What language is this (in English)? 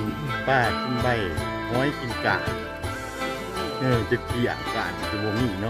Lao